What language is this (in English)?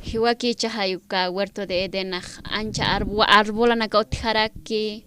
Aymara